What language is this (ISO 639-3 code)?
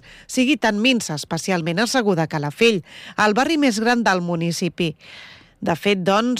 cat